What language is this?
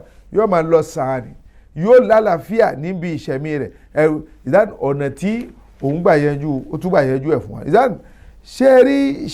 Yoruba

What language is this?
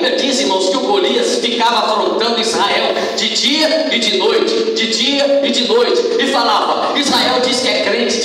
Portuguese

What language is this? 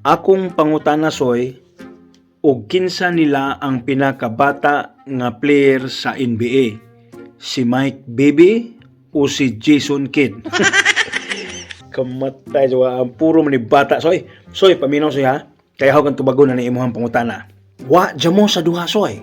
Cebuano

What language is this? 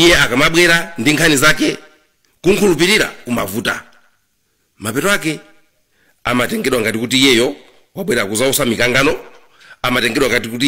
Nyanja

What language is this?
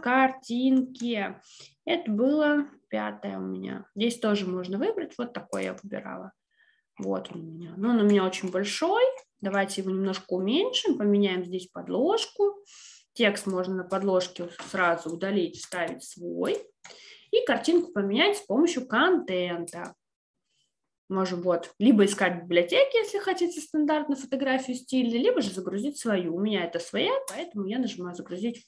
Russian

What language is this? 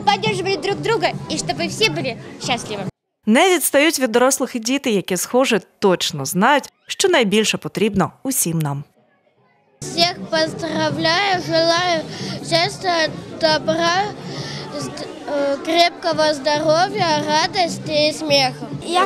Ukrainian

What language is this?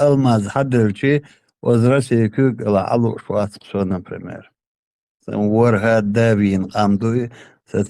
Chechen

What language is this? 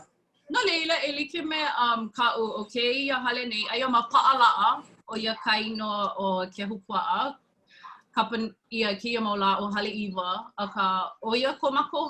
Hawaiian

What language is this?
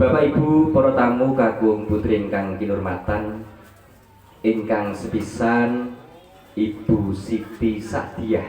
Javanese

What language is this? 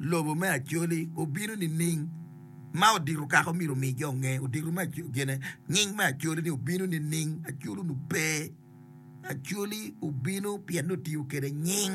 Acoli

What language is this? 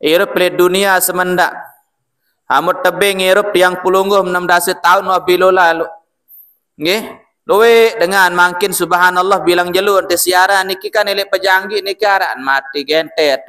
Sasak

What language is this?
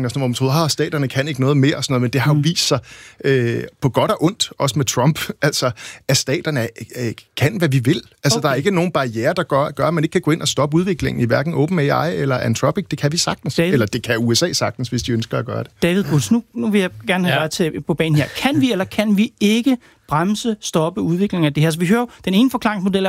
Danish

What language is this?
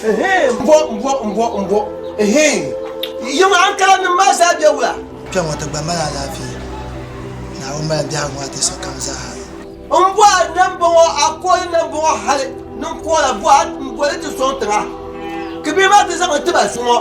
Dagbani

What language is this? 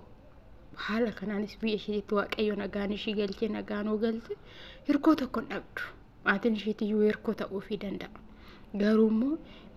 Oromo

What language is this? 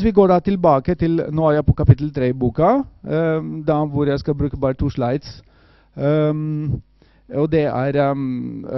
Norwegian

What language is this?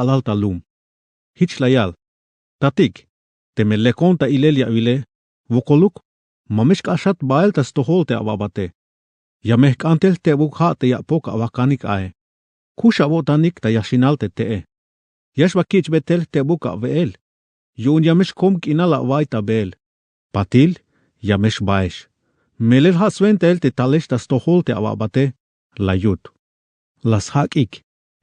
Tzeltal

